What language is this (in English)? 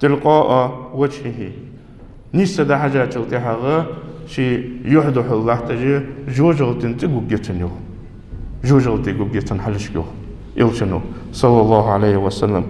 Ingush